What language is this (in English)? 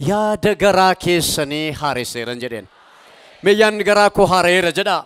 Oromo